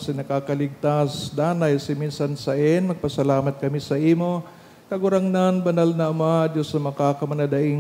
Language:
Bikol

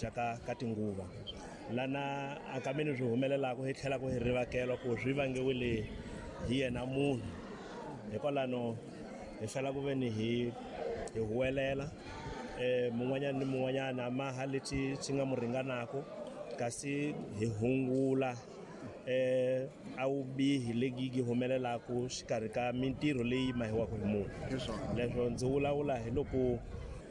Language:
Tsonga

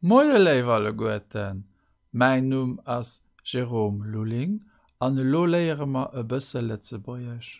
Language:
Luxembourgish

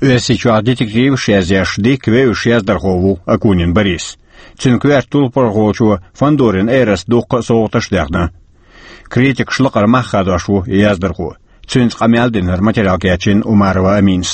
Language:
Chechen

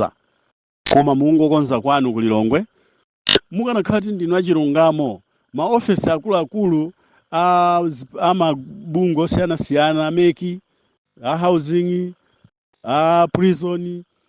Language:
Nyanja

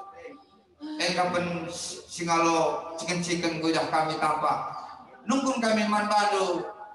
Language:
Batak Karo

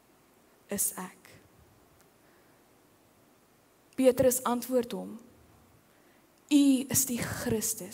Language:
Afrikaans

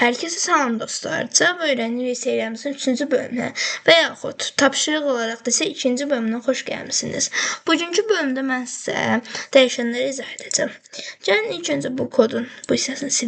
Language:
Azerbaijani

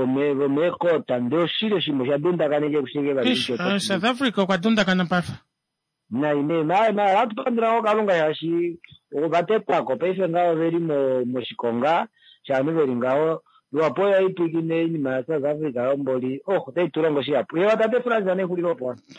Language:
Kuanyama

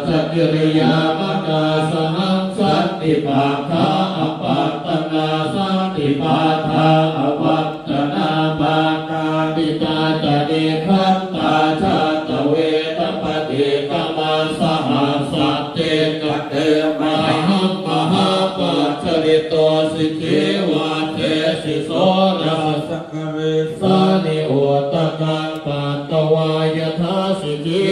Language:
Pali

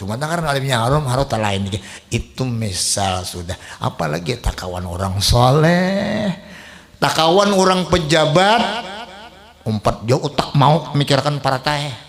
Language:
Banjar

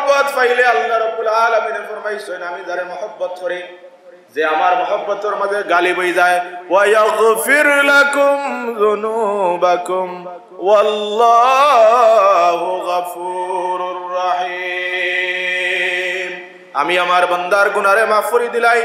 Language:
Sylheti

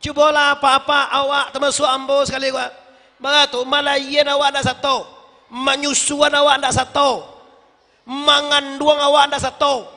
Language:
Minangkabau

